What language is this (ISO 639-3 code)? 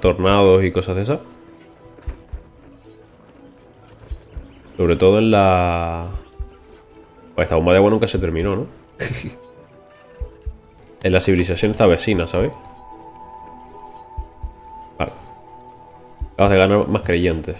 spa